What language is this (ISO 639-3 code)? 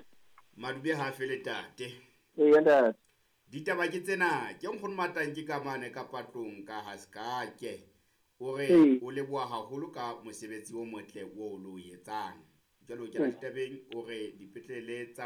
sot